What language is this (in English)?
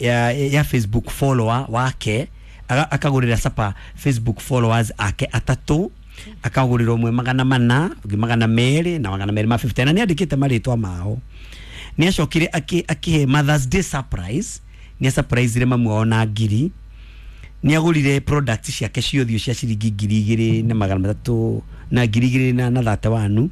Kikuyu